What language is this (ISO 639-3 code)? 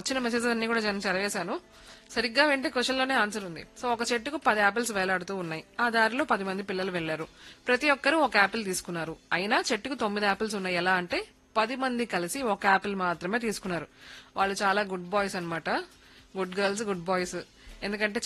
tel